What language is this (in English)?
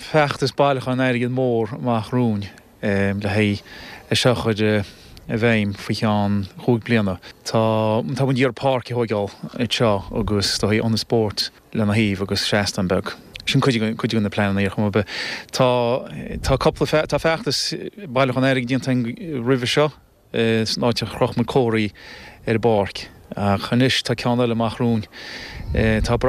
Irish